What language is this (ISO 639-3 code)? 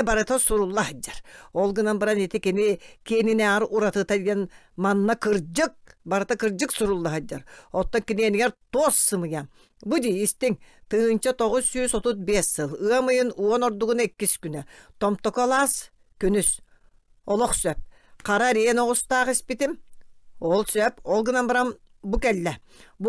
sah